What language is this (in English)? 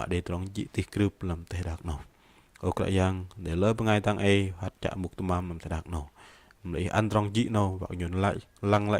Bahnar